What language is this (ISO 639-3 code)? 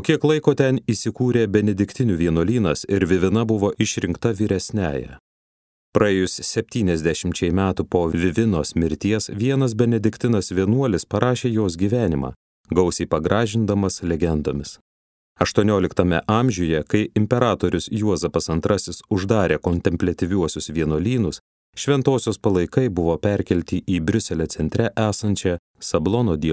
lit